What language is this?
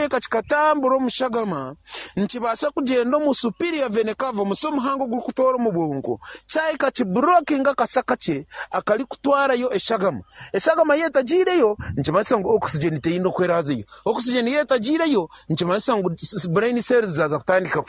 Nyankole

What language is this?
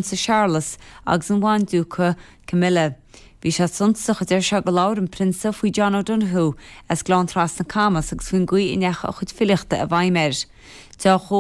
Irish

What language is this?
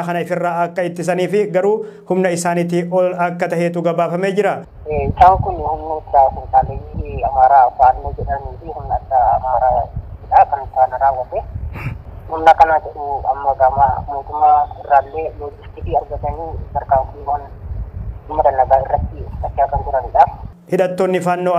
Oromo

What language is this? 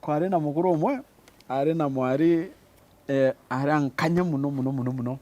Meru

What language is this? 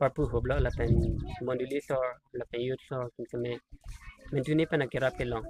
Karbi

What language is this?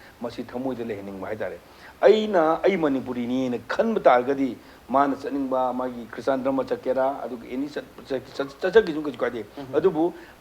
Manipuri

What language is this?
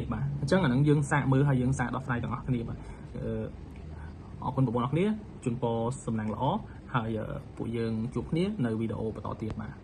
Khmer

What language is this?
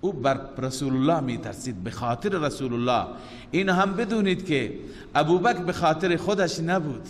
Persian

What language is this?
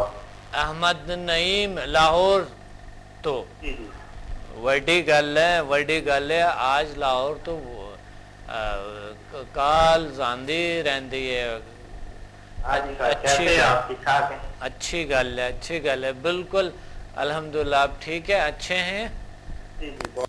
Urdu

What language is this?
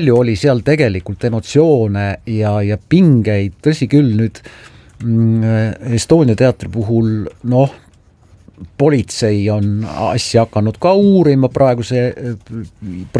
Estonian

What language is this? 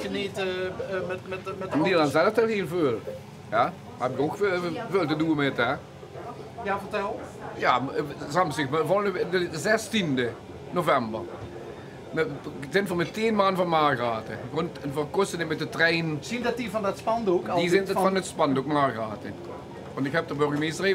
Limburgish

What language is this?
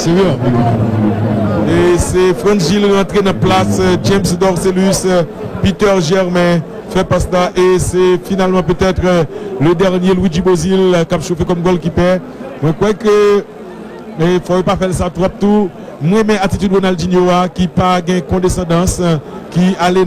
Haitian Creole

